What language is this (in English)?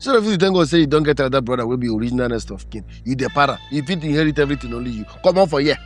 Nigerian Pidgin